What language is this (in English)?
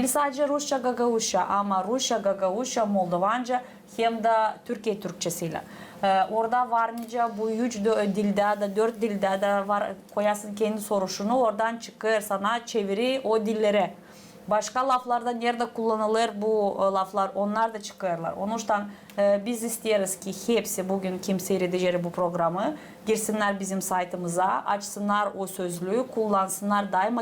Gagauz